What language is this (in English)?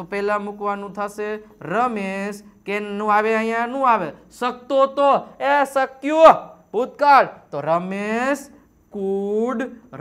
Gujarati